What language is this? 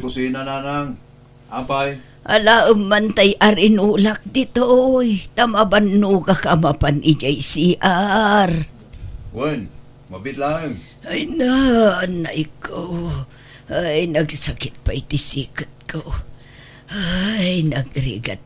Iloko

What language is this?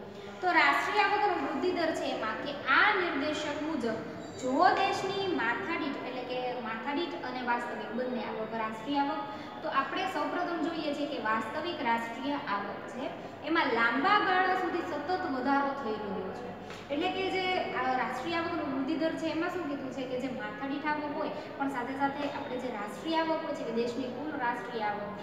Gujarati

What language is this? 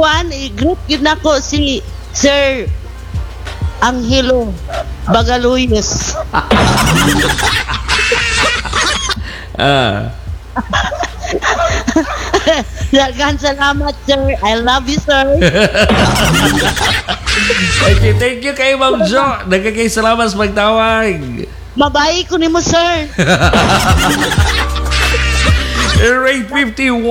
Cebuano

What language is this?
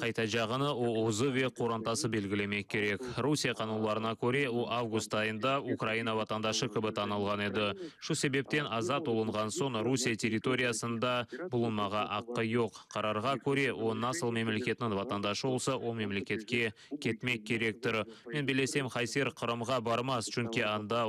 Crimean Tatar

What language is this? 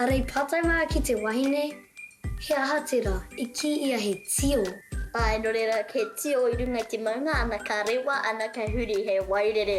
Māori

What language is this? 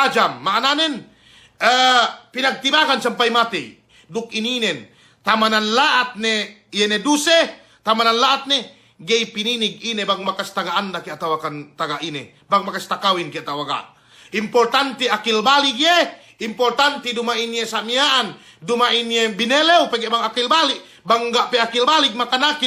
Yakan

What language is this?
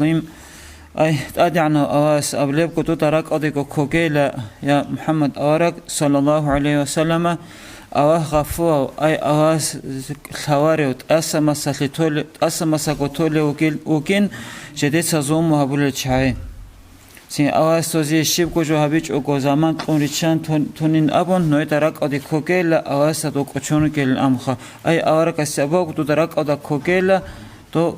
Avaric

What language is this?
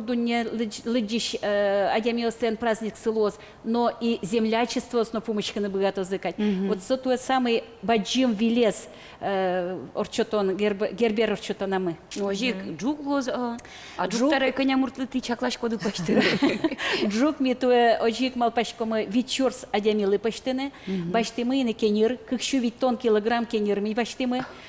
Udmurt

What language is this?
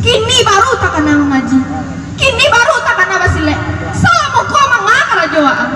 Minangkabau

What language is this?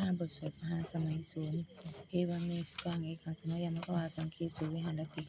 Pali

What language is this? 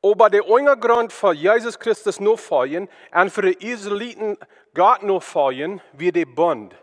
Plautdietsch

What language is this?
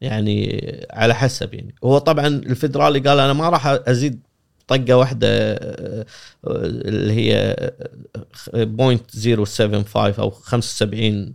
Gulf Arabic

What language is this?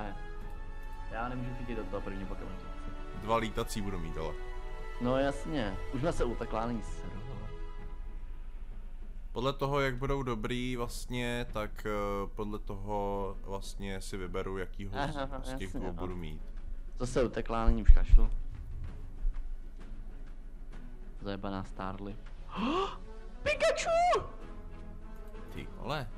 Czech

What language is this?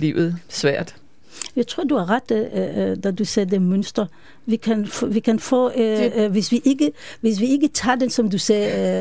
Danish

